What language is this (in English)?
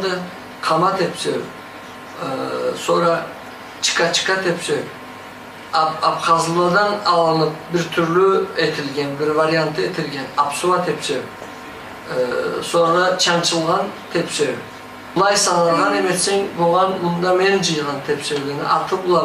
Karachay-Balkar